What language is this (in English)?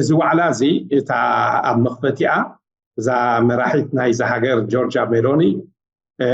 Tigrinya